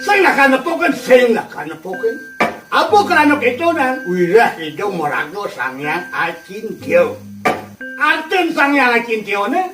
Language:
Balinese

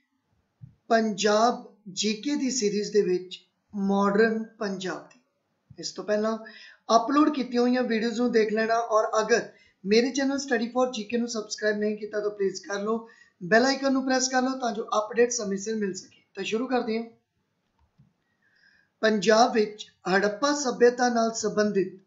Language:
Punjabi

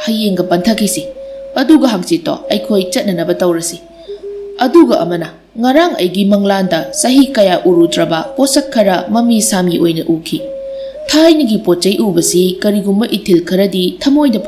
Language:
Manipuri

